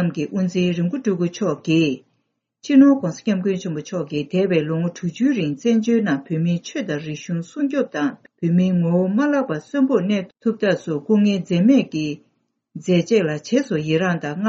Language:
Tibetan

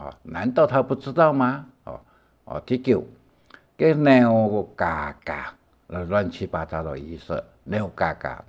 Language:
Hakka Chinese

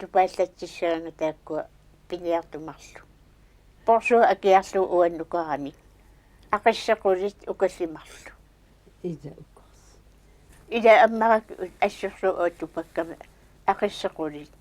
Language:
Kalaallisut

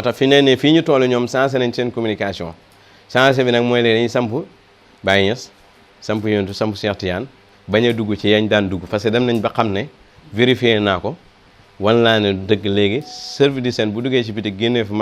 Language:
Wolof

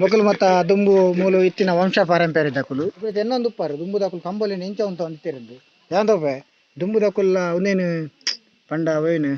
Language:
Tulu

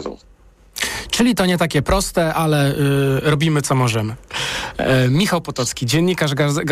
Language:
Polish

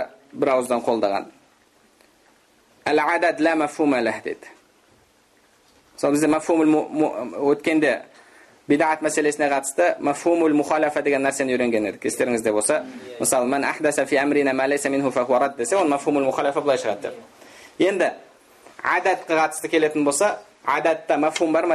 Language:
Kazakh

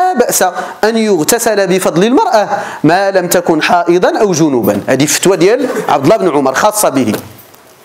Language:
Arabic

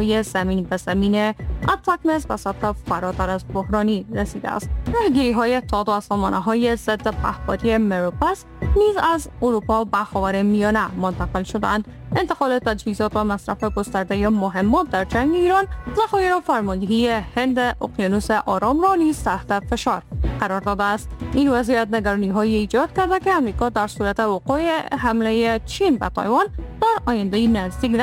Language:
Persian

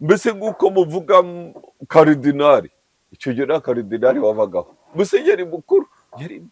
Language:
Kinyarwanda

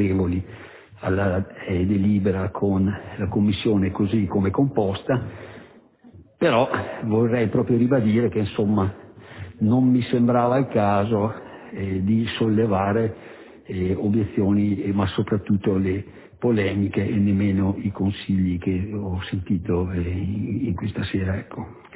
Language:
Italian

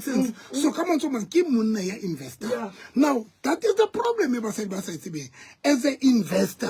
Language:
Southern Sotho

